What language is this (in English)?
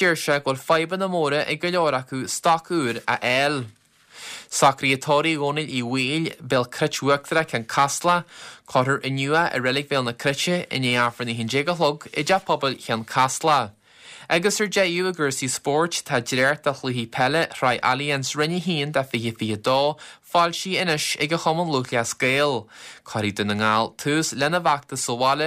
Irish